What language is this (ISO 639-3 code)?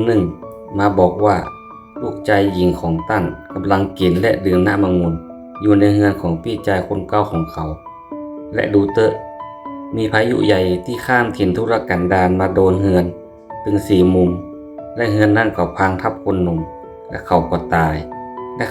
nod